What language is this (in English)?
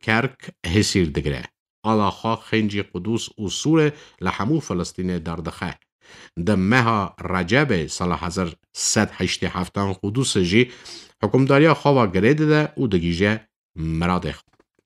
Kurdish